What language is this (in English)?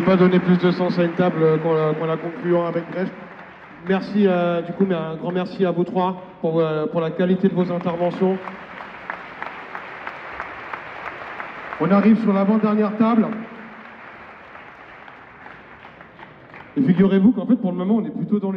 French